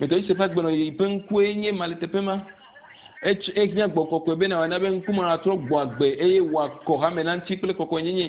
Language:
Ewe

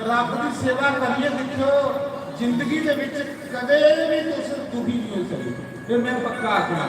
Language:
Dogri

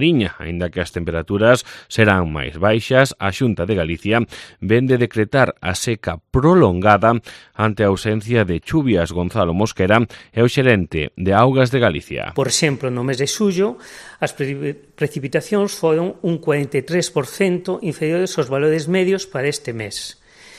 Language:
Galician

